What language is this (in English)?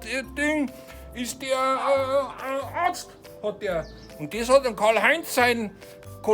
Bavarian